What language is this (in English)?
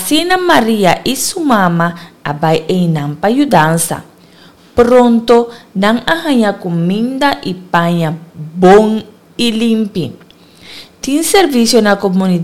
Papiamento